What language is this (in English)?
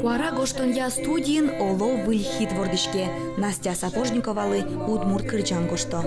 Udmurt